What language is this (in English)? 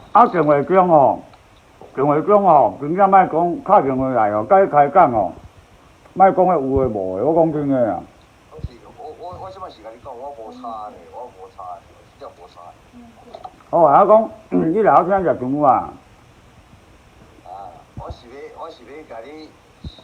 Min Nan Chinese